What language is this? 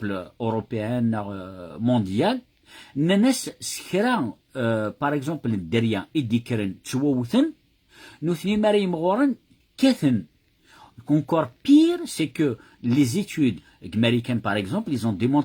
Kabyle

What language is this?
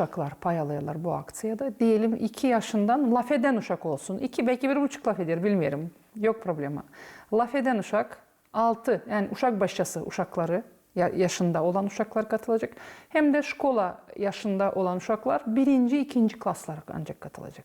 Gagauz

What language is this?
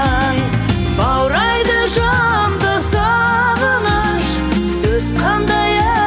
Kazakh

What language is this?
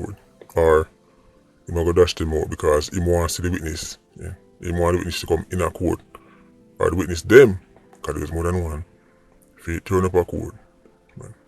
Jamaican Creole English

